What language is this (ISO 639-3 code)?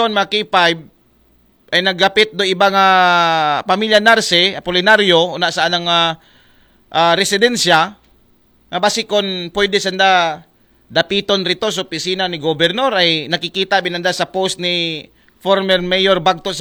akl